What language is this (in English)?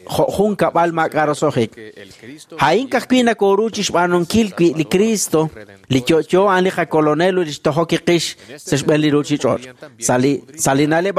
Kekchí